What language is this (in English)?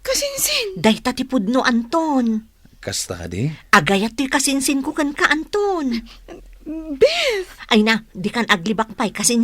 Iloko